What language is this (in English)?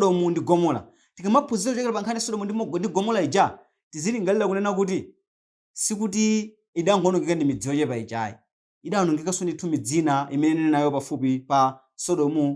Nyanja